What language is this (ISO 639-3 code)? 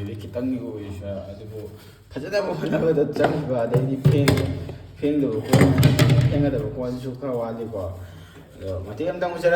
mni